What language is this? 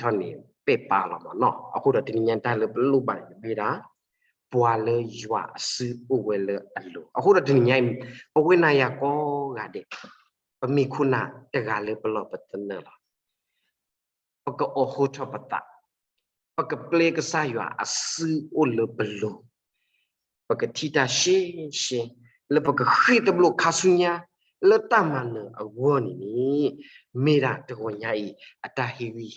S'gaw Karen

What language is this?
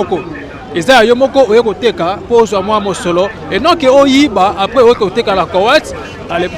Lingala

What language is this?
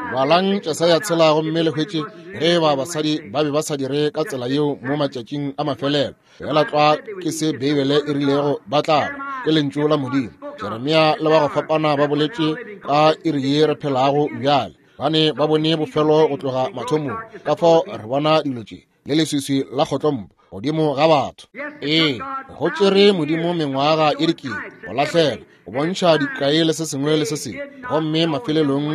Northern Sotho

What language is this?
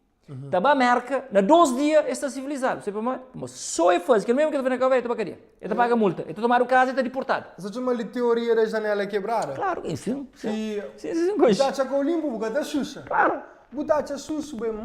Kabuverdianu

